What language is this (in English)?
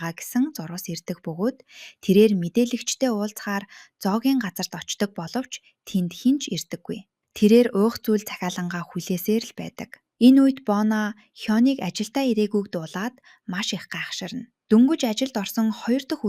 Mongolian